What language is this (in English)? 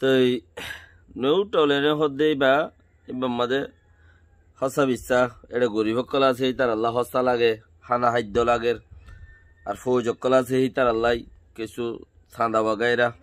Rohingya